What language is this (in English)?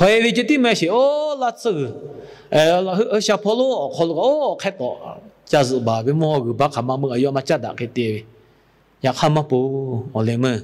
Lahu